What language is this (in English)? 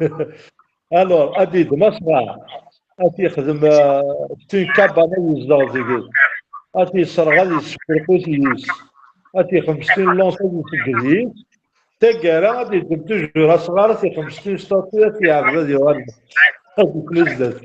Kabyle